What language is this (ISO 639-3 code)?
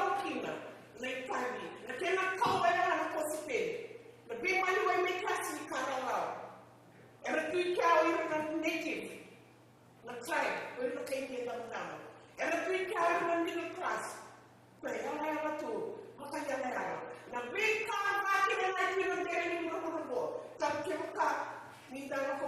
fij